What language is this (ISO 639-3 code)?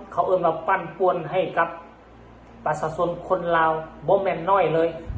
lao